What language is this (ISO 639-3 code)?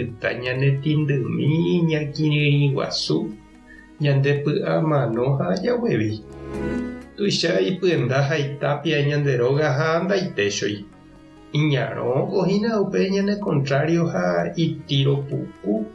grn